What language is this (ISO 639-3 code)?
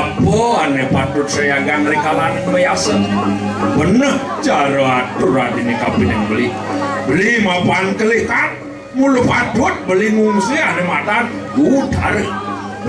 ban